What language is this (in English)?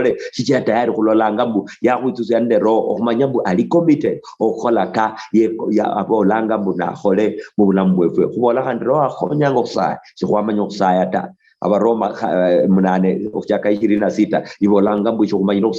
Luyia